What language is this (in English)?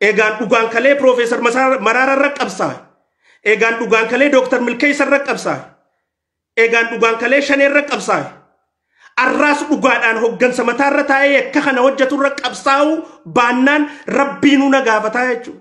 Oromo